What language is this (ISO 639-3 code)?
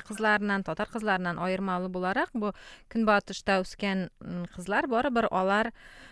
tat